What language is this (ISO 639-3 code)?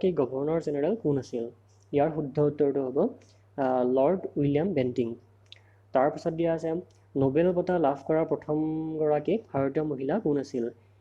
asm